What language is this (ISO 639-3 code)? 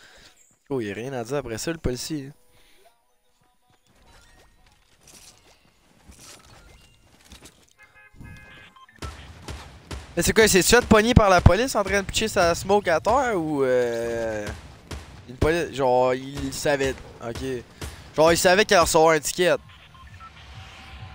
fra